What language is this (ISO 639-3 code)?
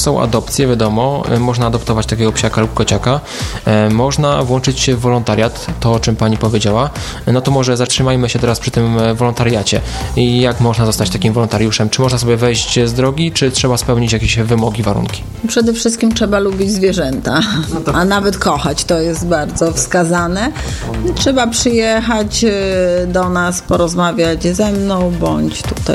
pol